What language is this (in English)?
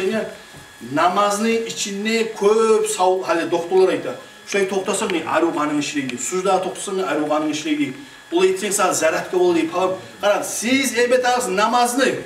Kumyk